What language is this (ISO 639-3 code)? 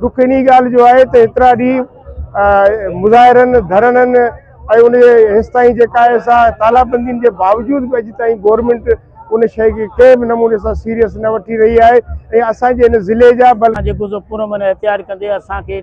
snd